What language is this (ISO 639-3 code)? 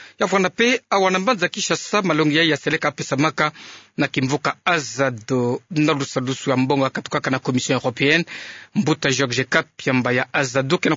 ktu